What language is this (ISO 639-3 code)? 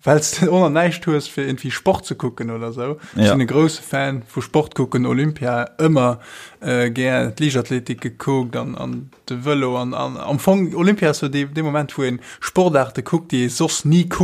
ltz